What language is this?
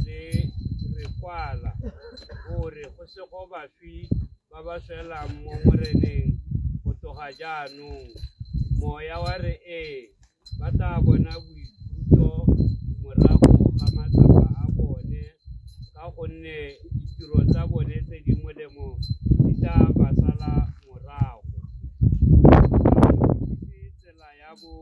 Tswana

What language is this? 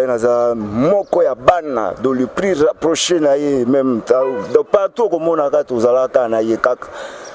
Lingala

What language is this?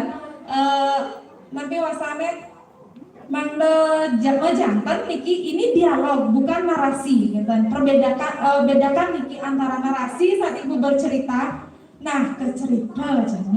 Balinese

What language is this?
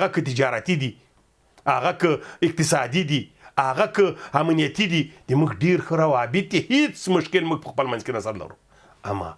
Pashto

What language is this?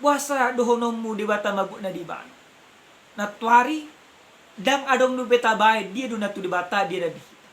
Batak Toba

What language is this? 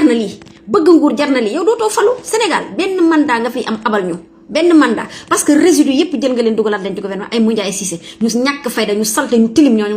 Wolof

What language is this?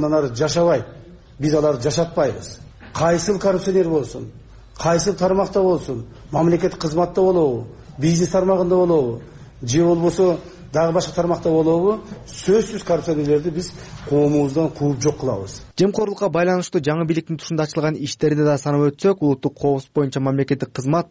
Kyrgyz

